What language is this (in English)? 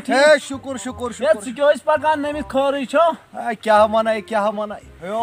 Kashmiri